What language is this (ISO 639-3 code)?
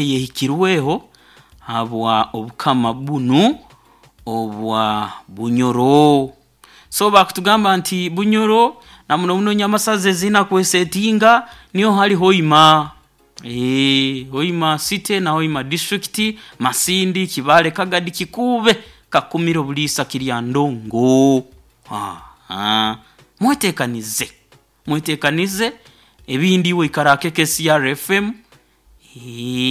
nyo